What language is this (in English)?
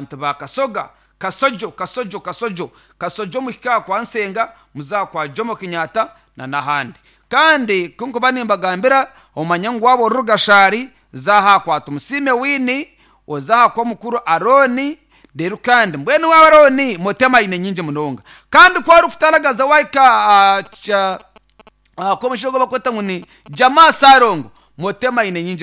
Nyankole